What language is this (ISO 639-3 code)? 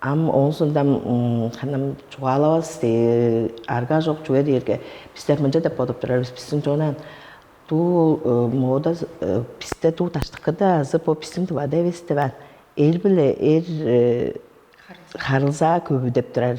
tyv